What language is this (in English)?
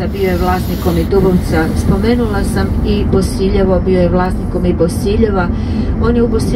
Croatian